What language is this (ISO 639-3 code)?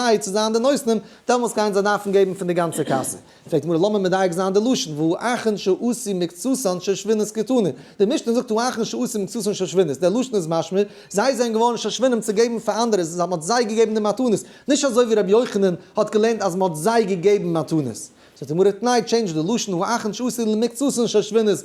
yid